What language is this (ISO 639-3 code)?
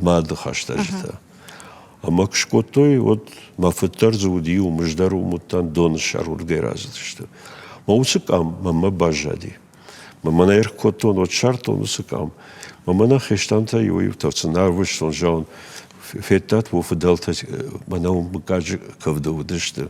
oss